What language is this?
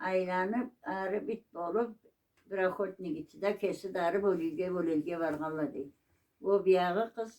Karachay-Balkar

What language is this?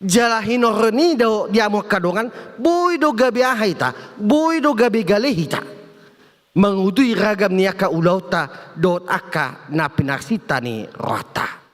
Batak Toba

